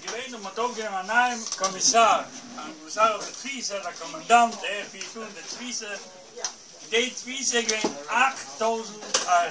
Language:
Yiddish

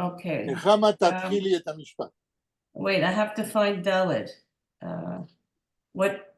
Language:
Yiddish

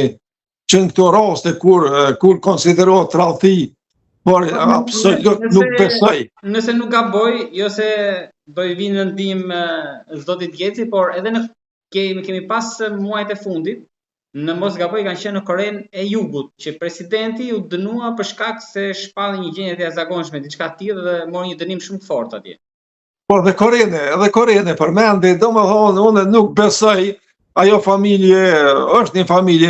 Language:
Albanian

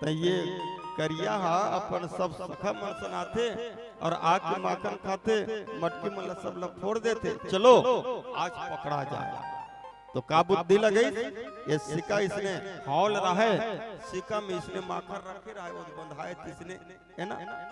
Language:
Chhattisgarhi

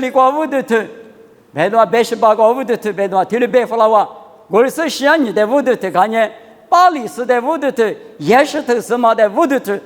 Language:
Lisu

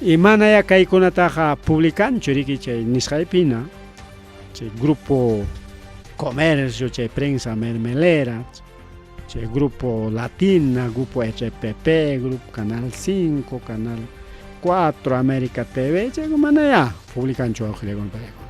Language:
Ayacucho Quechua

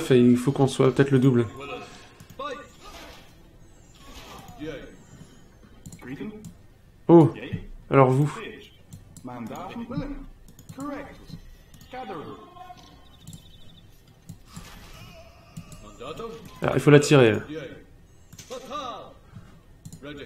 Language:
French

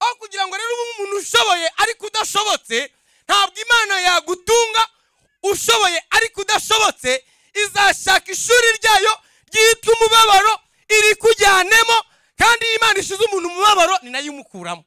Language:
Rundi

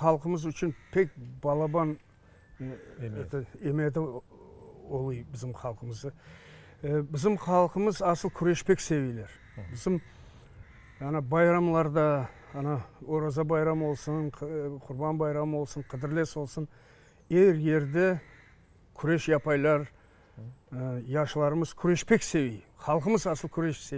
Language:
Crimean Tatar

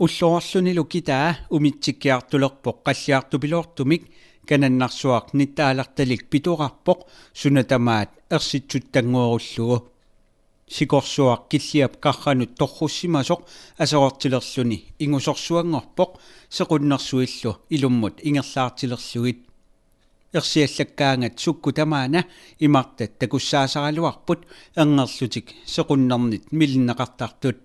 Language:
Kalaallisut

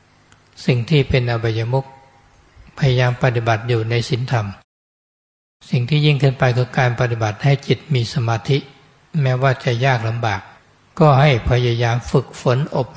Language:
Thai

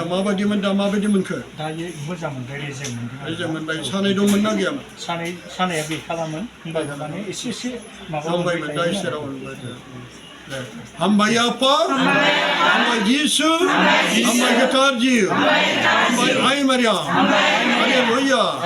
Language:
Bodo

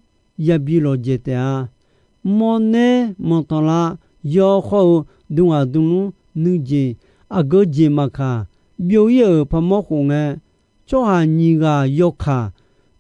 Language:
Akha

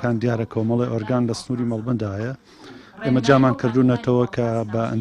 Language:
Central Kurdish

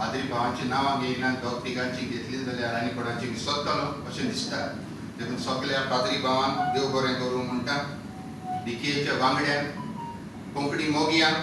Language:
Konkani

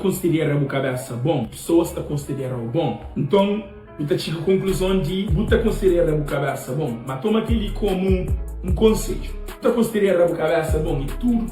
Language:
Kabuverdianu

